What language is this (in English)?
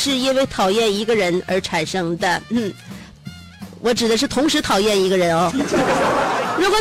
Chinese